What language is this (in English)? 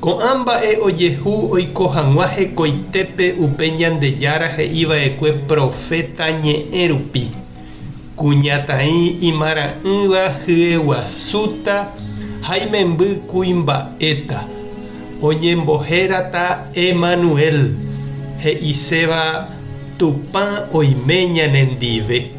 Guarani